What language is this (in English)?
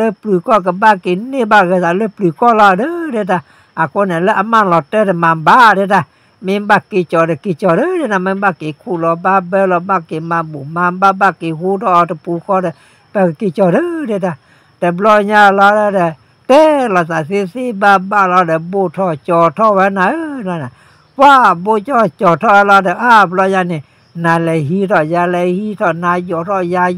S'gaw Karen